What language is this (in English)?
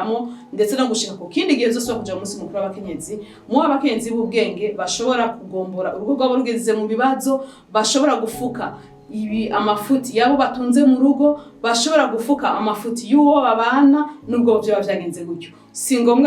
Rundi